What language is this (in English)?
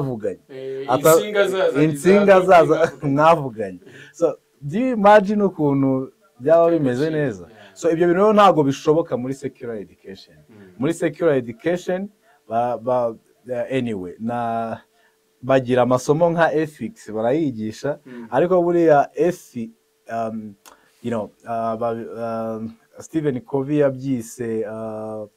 Kinyarwanda